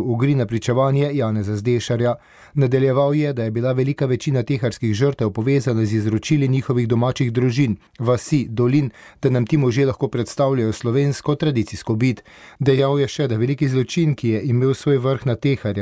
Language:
Slovenian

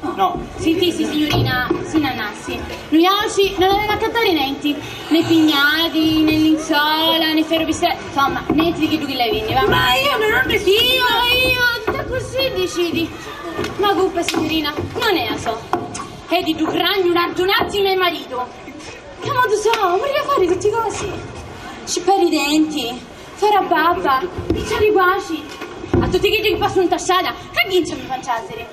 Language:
Sicilian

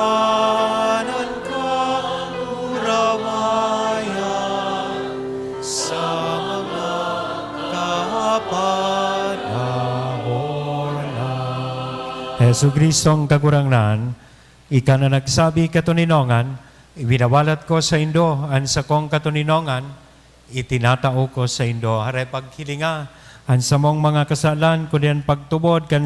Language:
Bikol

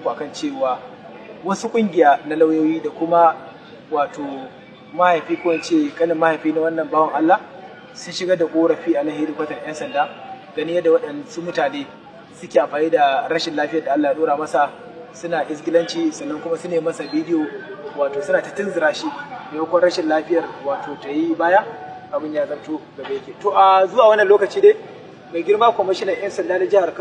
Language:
Hausa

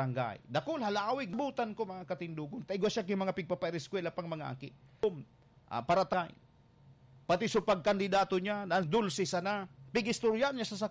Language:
Bikol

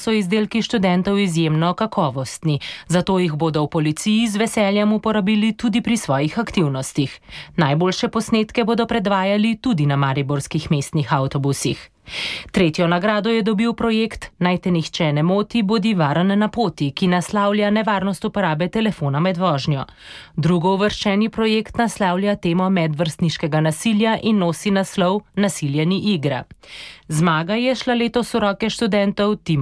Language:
Slovenian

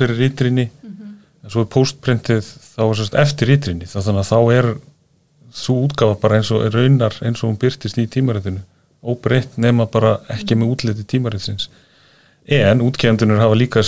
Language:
Icelandic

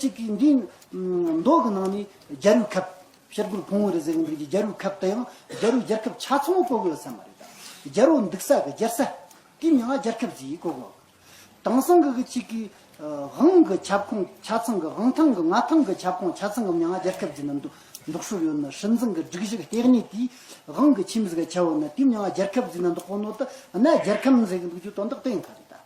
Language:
Tibetan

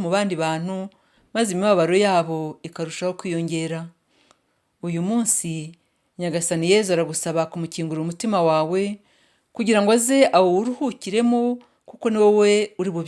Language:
Kinyarwanda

